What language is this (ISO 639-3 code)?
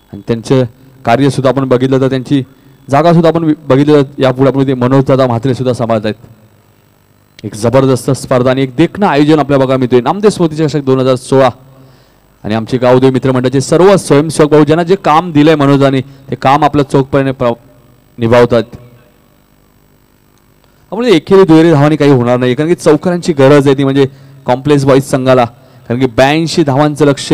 mar